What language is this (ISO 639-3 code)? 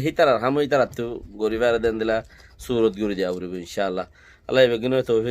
rhg